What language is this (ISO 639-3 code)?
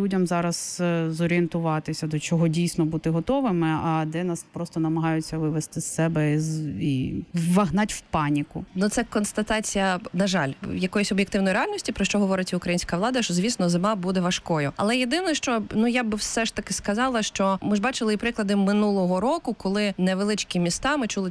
ukr